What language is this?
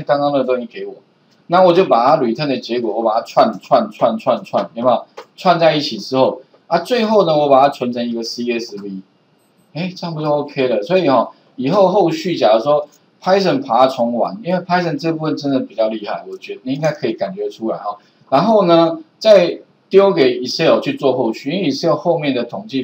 Chinese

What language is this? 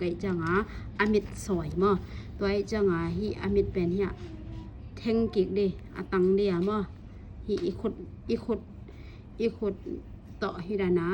Tedim Chin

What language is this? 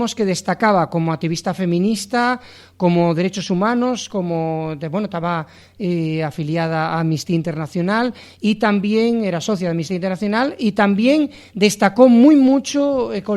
Asturian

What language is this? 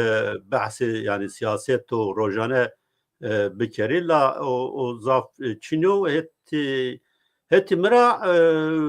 Zaza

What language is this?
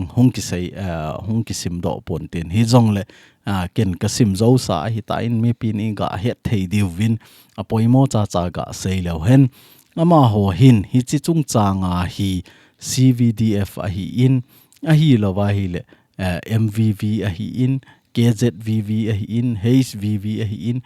Thado Chin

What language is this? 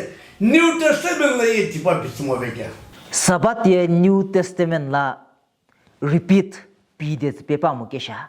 Sumi Naga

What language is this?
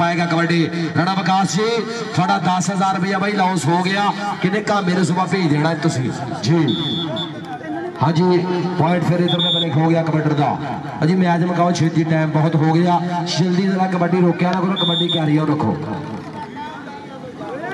Punjabi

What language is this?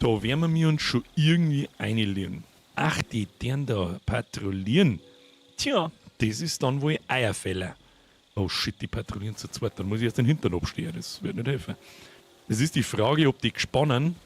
Bavarian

